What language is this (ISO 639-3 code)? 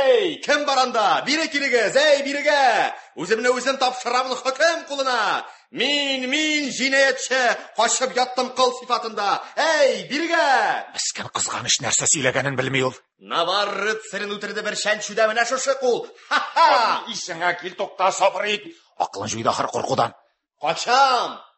tat